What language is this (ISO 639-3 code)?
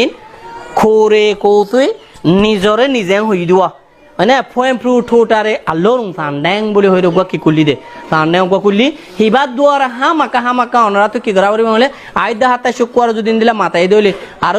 rhg